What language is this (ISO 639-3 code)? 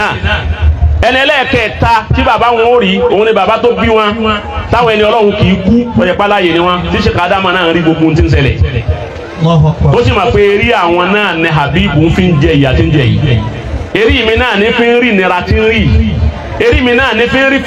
yor